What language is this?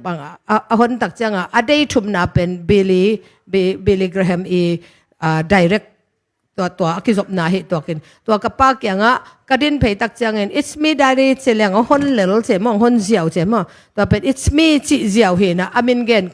Tedim Chin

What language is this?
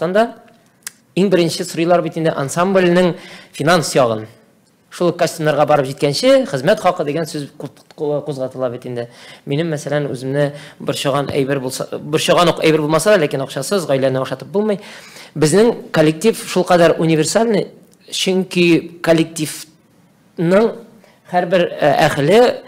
Tatar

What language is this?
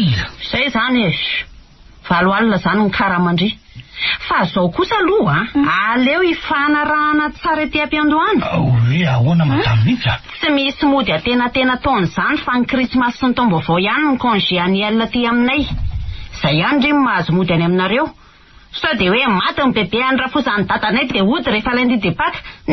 Malagasy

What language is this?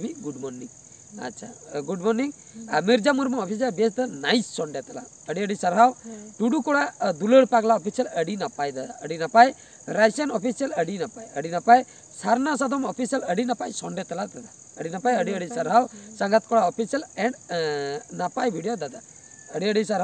Santali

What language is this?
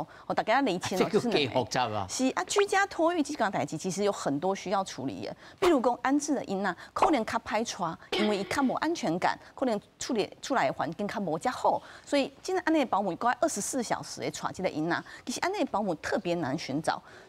Min Nan Chinese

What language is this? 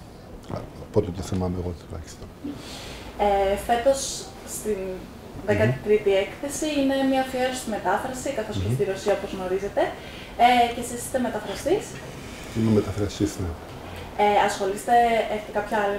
Greek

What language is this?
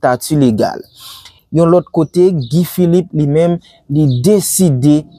Haitian Creole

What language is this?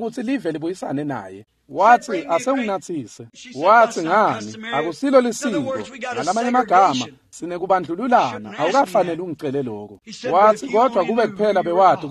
Swati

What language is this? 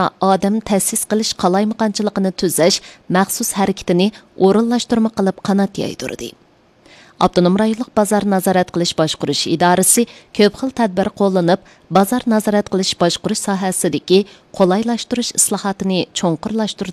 Uyghur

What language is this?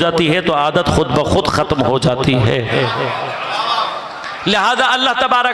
Urdu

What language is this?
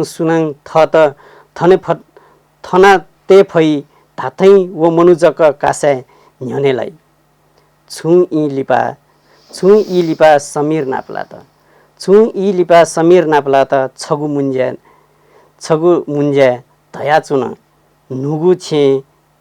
Newari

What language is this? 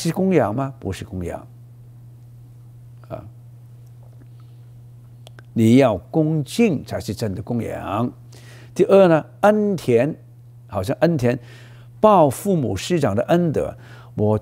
Chinese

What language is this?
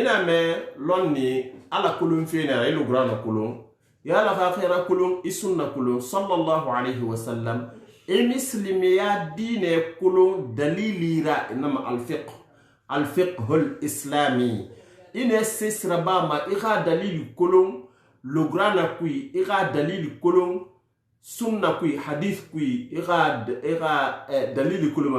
Susu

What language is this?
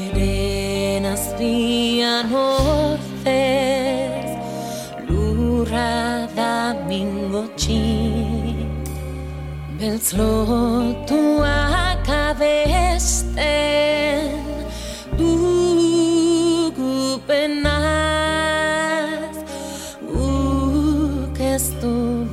Basque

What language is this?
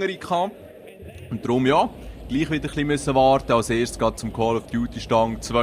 Swiss German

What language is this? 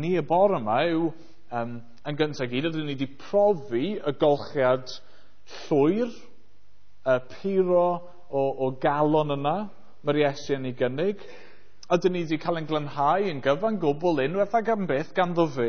Welsh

